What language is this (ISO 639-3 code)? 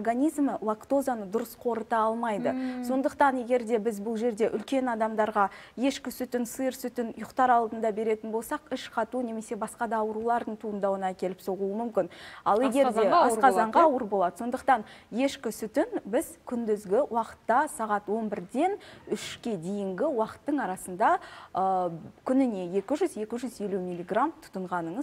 kaz